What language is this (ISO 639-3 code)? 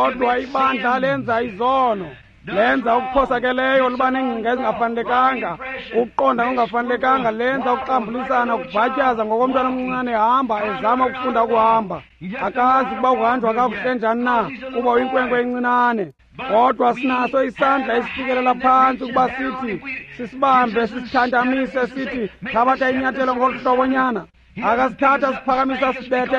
xho